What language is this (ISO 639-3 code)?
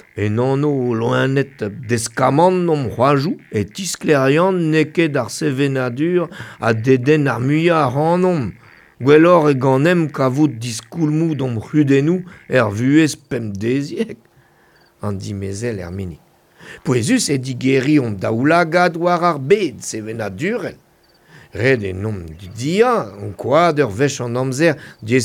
bre